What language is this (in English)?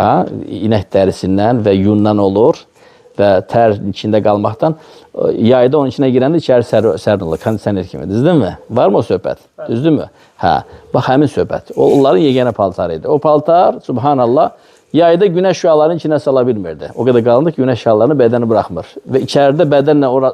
Azerbaijani